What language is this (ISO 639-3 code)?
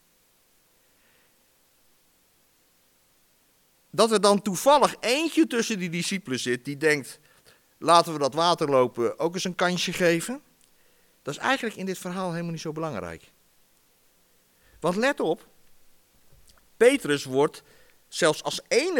nld